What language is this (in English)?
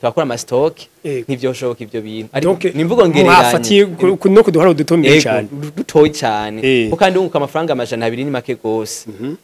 Rundi